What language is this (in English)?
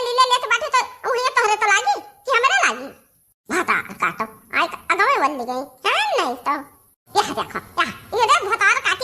Awadhi